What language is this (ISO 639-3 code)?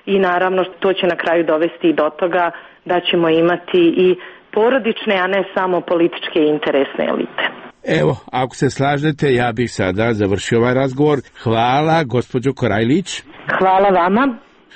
srp